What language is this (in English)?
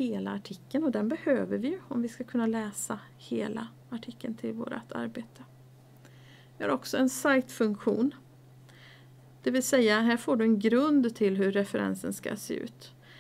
Swedish